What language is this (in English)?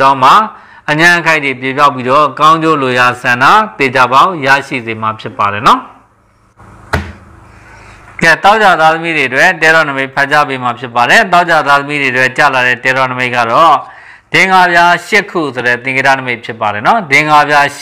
Burmese